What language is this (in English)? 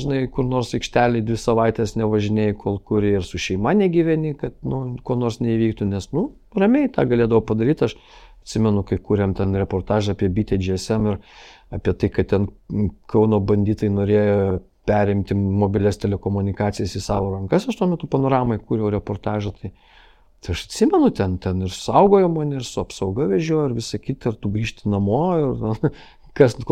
Lithuanian